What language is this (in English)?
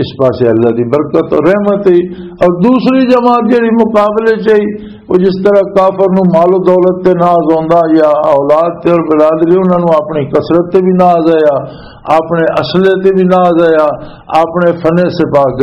Western Panjabi